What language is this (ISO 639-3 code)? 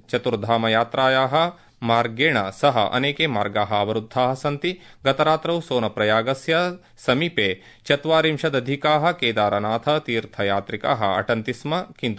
san